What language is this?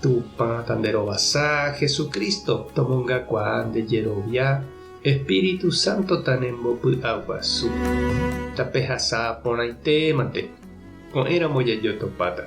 Guarani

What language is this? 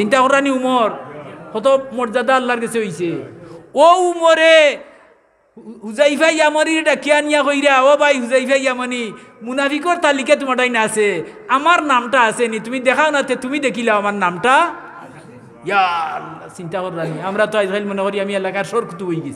Sylheti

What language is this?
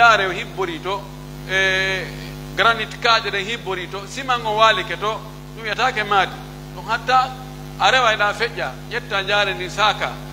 Pular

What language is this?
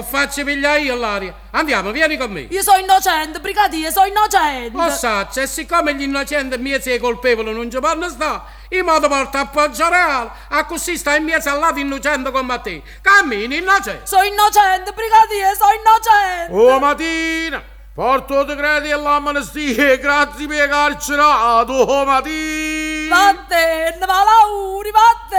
Neapolitan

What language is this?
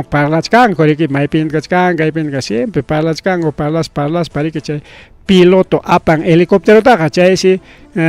Ayacucho Quechua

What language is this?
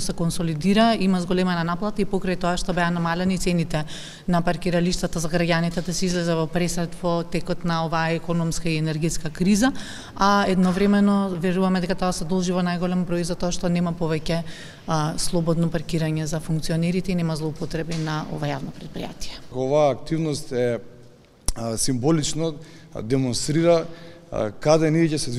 Macedonian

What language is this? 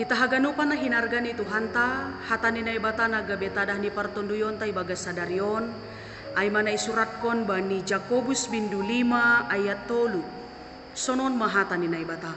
Batak Simalungun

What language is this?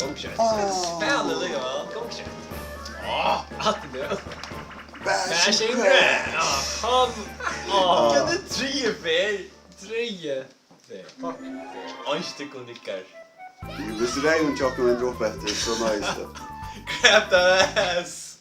Faroese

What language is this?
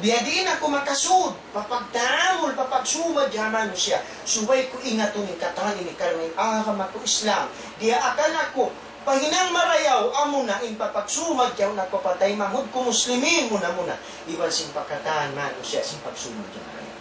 Tausug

